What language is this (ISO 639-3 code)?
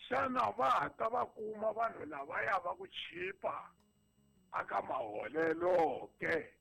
tso